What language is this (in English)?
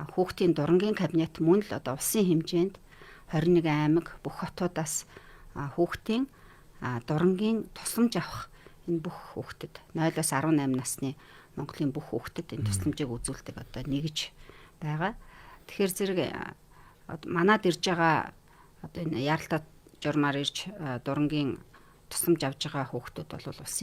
Mongolian